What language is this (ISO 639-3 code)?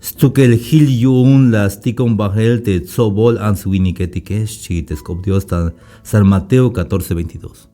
tzh